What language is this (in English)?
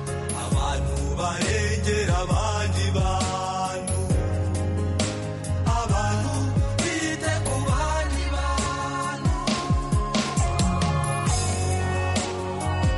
Kinyarwanda